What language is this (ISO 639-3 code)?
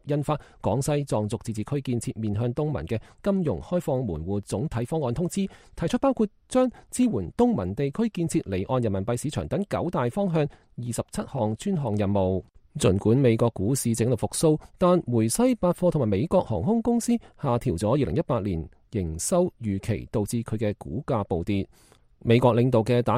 yue